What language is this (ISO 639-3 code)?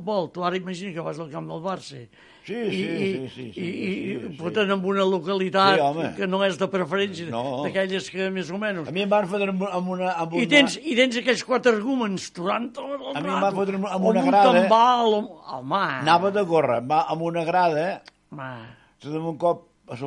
cat